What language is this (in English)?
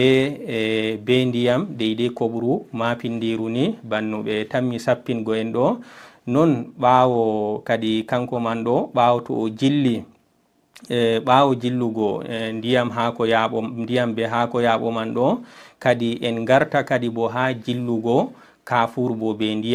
Fula